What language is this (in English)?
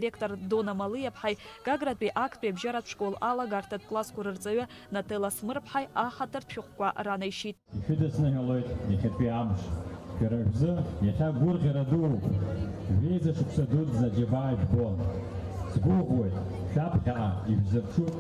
Abkhazian